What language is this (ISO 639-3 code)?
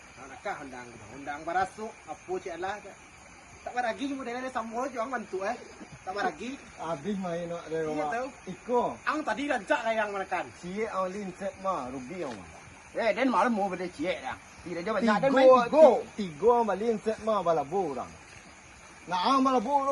min